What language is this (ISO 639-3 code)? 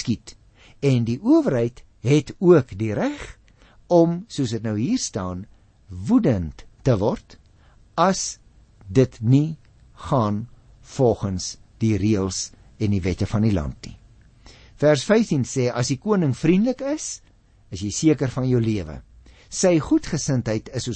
afr